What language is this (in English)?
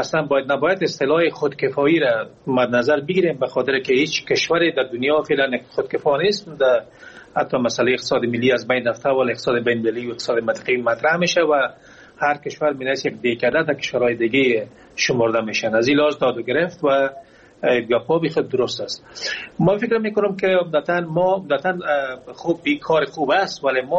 Persian